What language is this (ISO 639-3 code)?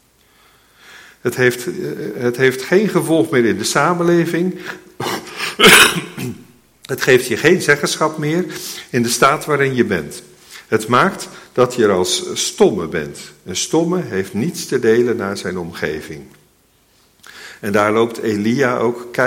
nld